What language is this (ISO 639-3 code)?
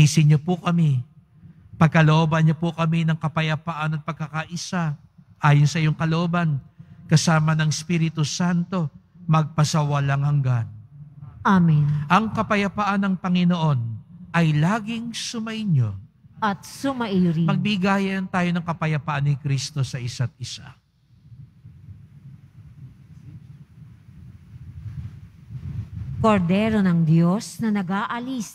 fil